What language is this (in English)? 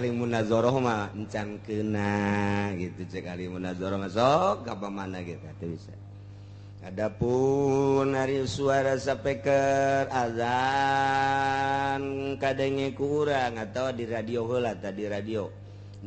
Sundanese